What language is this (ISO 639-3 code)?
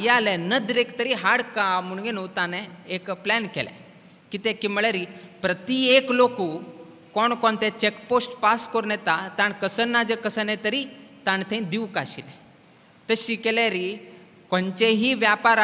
kok